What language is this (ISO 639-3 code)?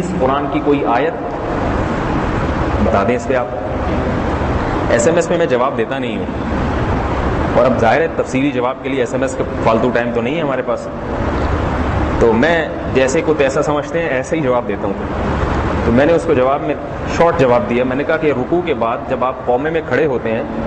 urd